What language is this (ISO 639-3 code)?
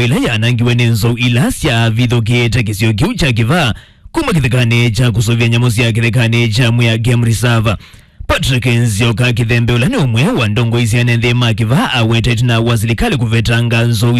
kam